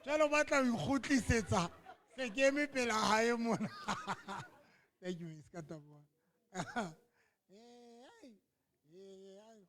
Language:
Southern Sotho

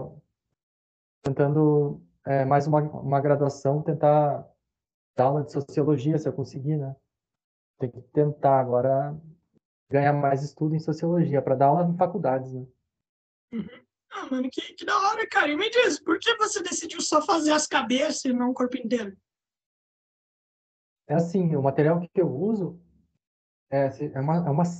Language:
Portuguese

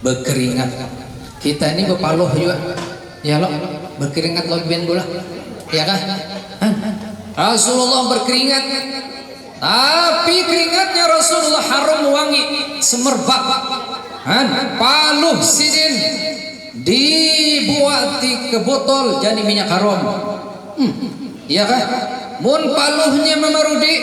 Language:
Banjar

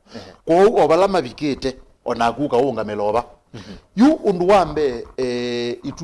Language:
Kamba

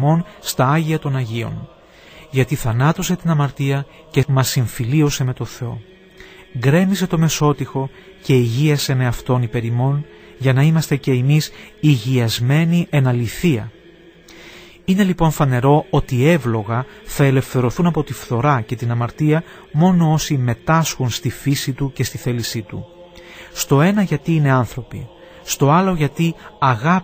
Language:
Greek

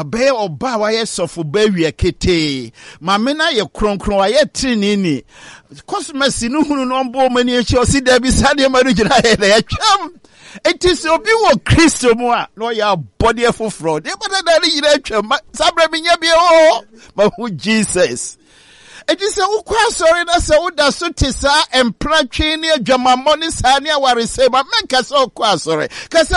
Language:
Akan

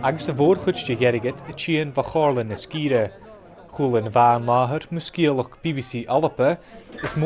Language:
Scottish Gaelic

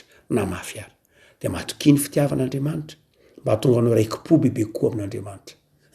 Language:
Malagasy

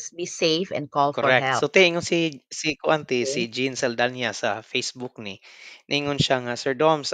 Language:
Cebuano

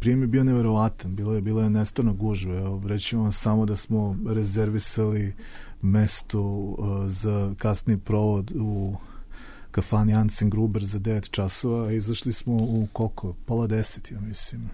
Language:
Serbian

